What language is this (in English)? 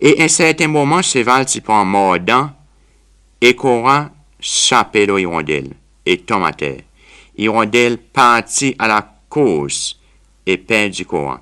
Seselwa Creole French